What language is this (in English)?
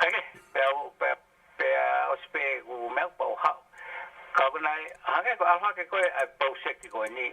Tongan